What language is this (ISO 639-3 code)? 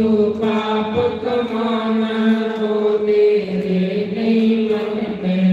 doi